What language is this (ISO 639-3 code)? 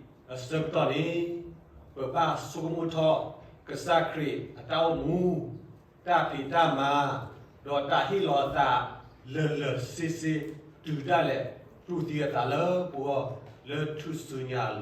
ksw